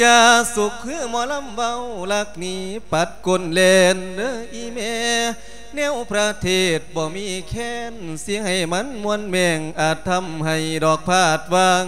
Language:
Lao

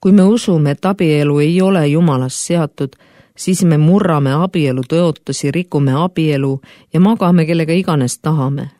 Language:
Estonian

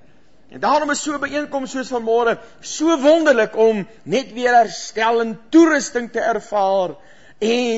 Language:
Afrikaans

